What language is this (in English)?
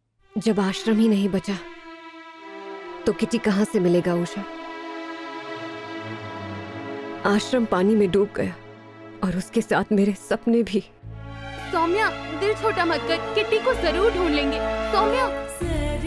Hindi